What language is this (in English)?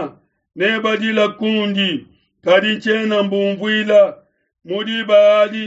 Luba-Lulua